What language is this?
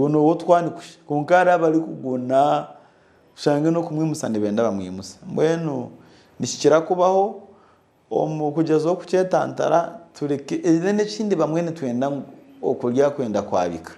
Nyankole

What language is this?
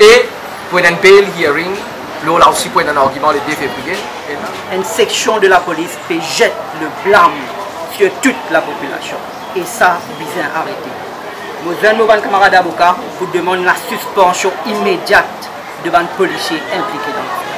Morisyen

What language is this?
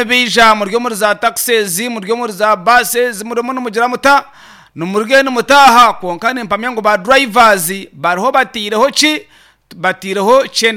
Nyankole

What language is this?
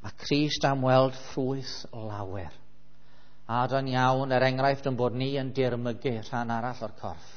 Welsh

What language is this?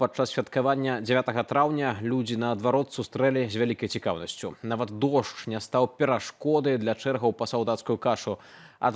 Belarusian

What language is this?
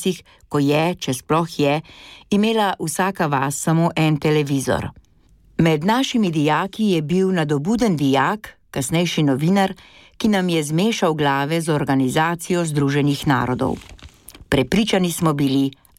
Slovenian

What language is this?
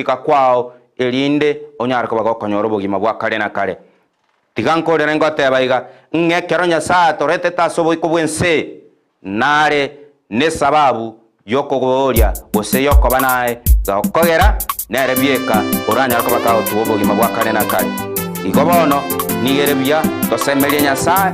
Gusii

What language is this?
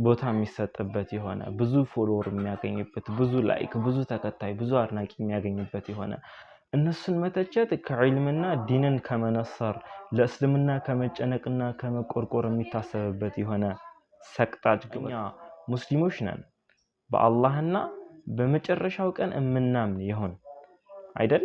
Amharic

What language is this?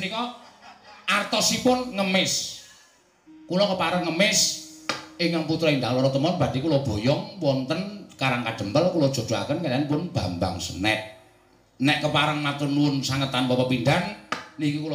Javanese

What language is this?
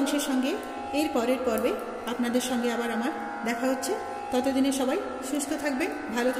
Bangla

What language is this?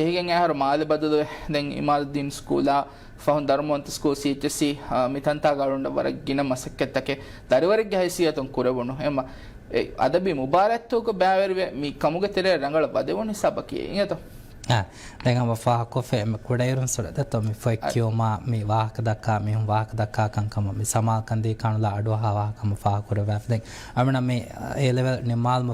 Divehi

